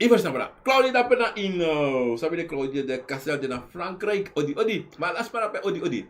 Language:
Sranan Tongo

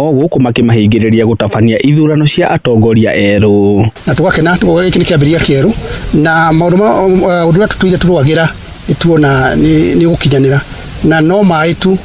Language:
Kikuyu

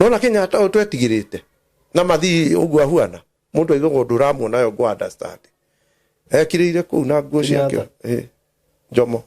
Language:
Kikuyu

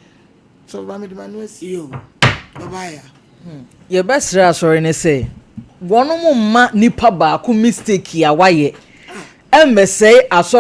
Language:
Akan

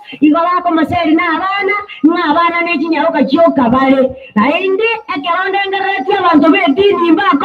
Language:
Gusii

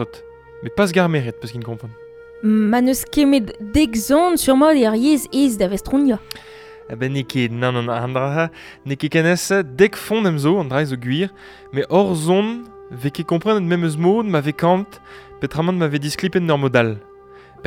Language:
Breton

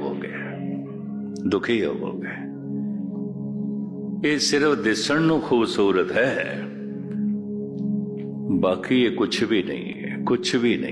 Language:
Punjabi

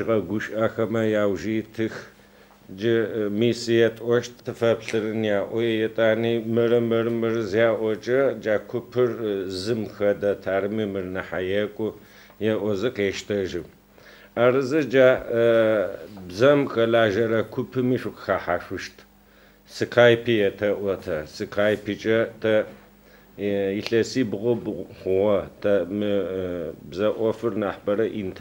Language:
Adyghe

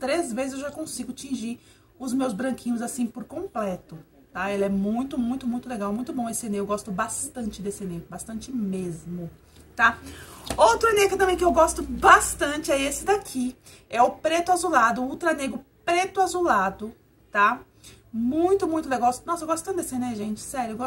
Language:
Portuguese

